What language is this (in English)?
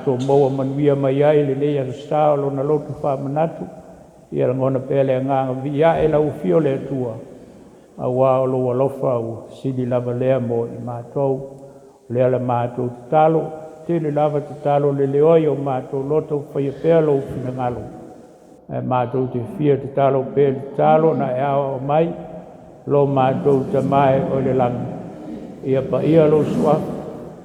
Samoan